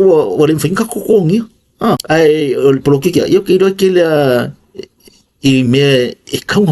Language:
Samoan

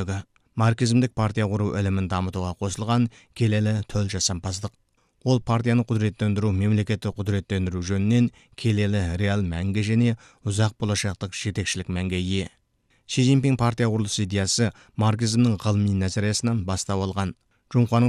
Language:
Kazakh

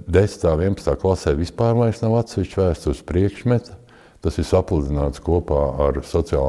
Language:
Latvian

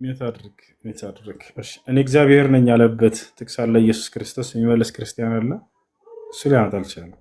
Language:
Amharic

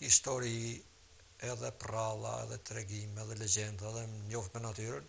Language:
Albanian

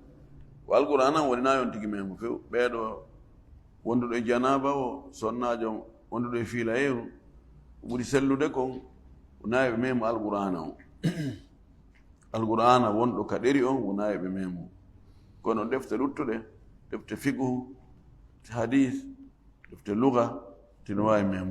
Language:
Fula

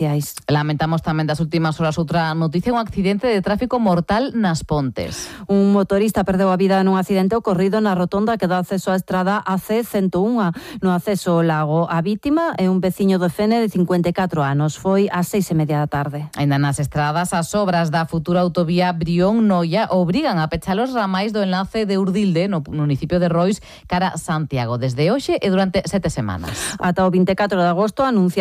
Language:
Galician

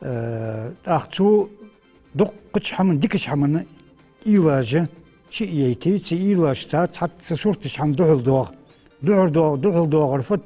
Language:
Ingush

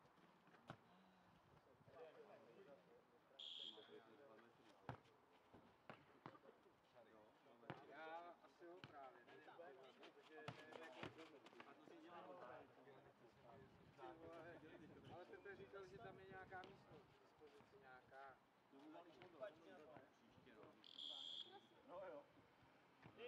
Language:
Czech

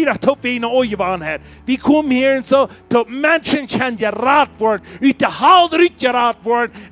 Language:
Plautdietsch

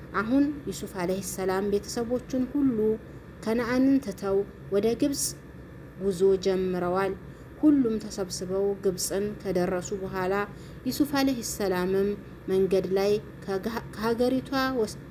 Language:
Amharic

